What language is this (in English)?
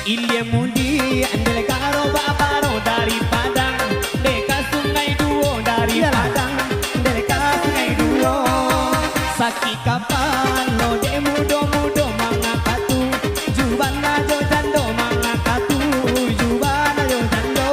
Minangkabau